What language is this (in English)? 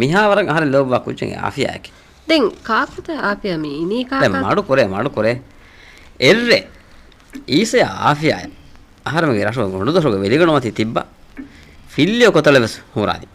Divehi